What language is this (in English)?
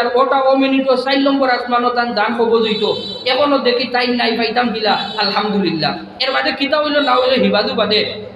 Sylheti